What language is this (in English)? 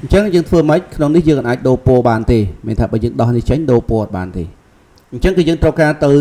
Khmer